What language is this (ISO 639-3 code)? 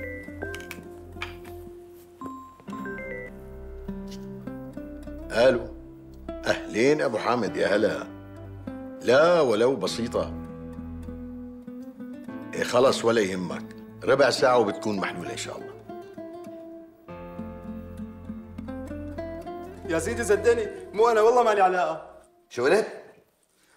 apc